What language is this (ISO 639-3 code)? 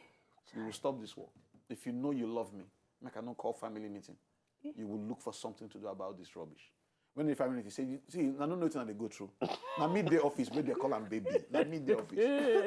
pcm